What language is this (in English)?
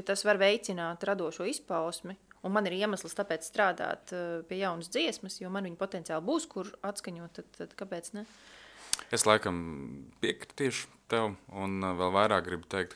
Latvian